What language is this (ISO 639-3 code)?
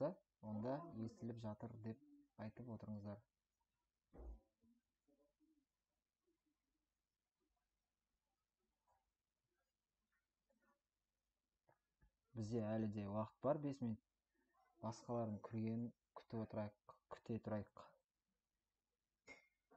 kaz